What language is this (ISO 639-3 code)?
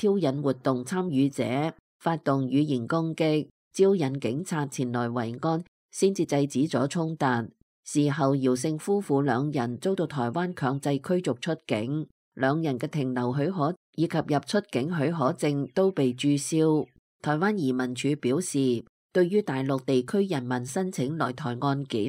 yue